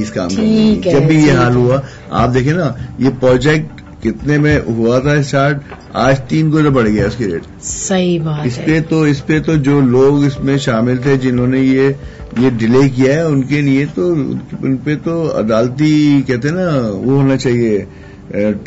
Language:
Urdu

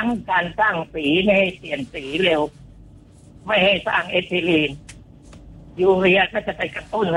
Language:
Thai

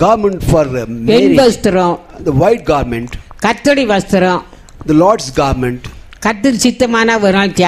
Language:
Tamil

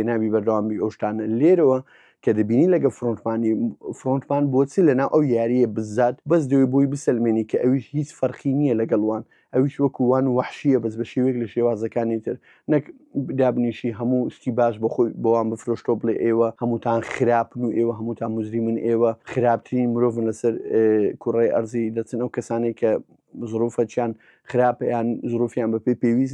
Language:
Central Kurdish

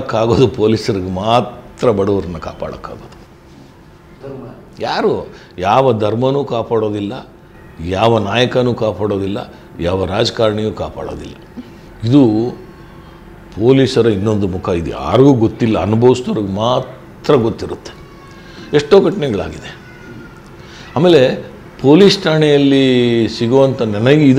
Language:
Kannada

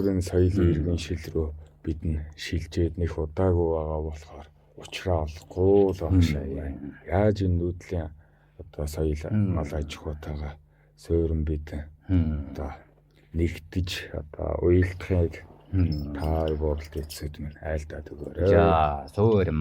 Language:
Mongolian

